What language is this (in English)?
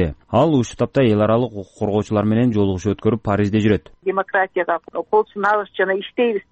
Kyrgyz